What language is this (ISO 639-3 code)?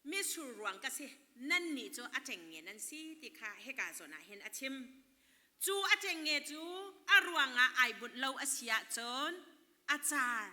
cnh